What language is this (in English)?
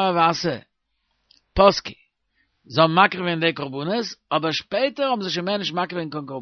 Yiddish